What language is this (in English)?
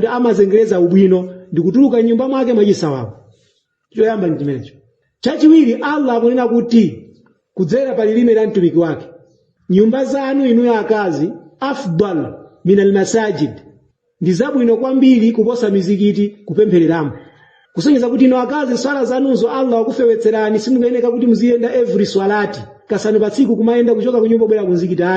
Nyanja